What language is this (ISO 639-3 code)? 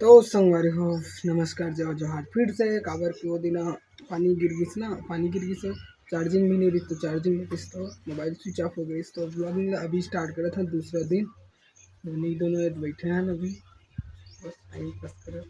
hne